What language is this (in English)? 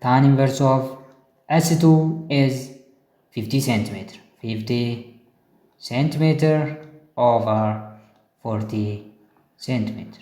Oromo